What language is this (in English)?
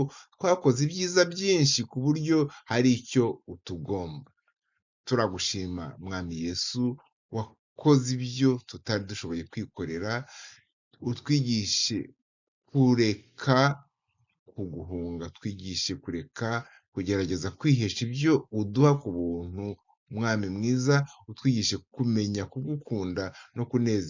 Kinyarwanda